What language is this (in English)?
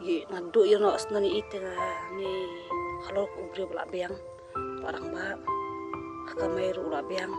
Khasi